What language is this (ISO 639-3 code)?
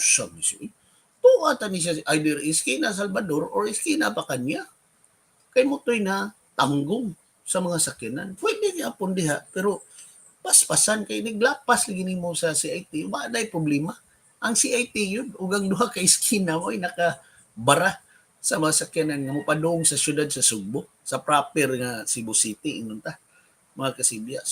ceb